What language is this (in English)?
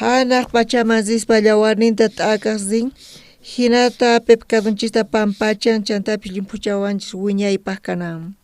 South Bolivian Quechua